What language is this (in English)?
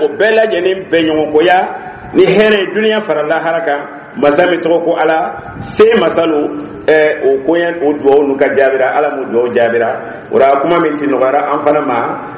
Dyula